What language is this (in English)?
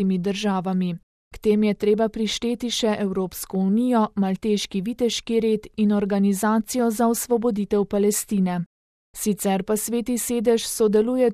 Slovenian